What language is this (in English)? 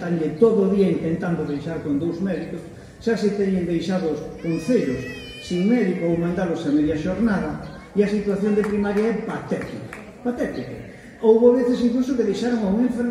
Galician